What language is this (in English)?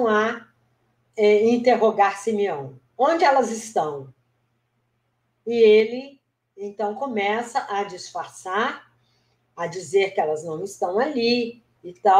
Portuguese